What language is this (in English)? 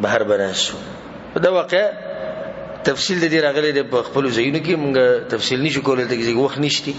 Pashto